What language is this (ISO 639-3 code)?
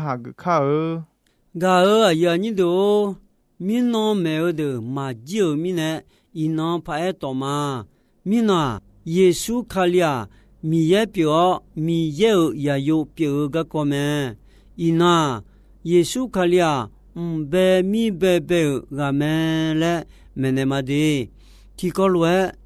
ahk